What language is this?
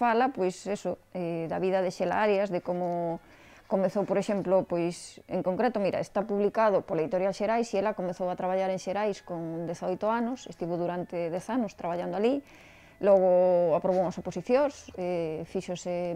Galician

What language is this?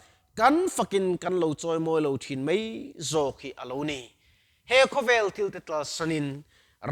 Mizo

